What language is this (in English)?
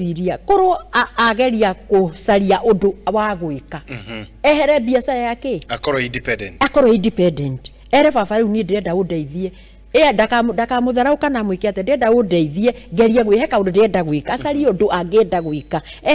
Kikuyu